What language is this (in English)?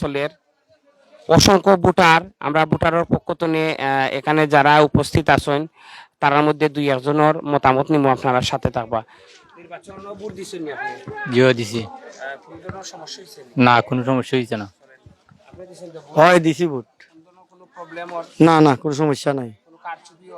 Sylheti